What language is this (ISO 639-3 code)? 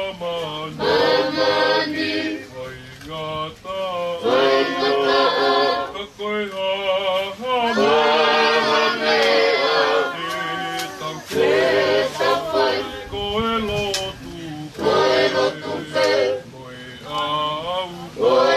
ton